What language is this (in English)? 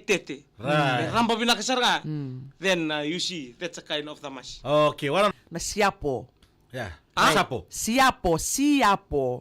Fijian